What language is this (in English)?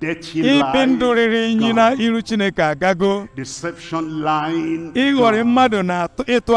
Igbo